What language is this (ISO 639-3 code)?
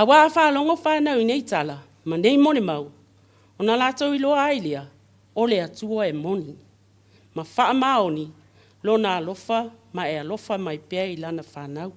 smo